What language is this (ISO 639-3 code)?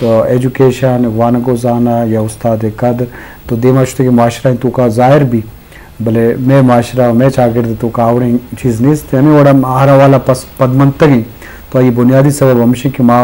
bgp